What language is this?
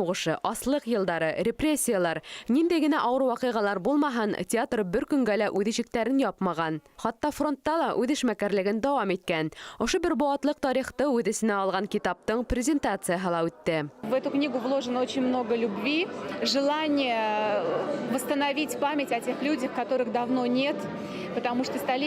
Bashkir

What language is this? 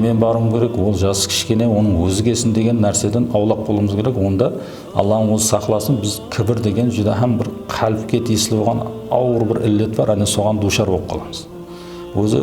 Kara-Kalpak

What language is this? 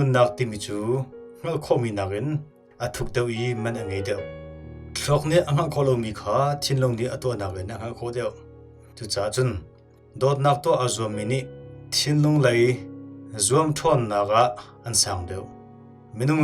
Hakha Chin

